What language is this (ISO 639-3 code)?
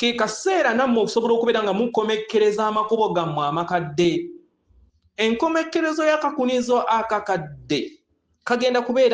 lug